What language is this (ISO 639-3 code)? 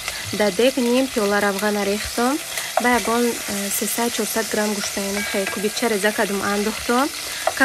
tgk